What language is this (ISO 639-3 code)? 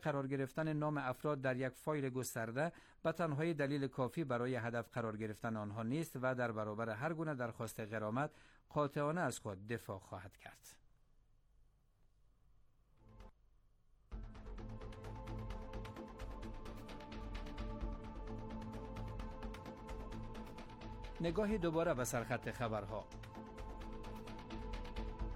fas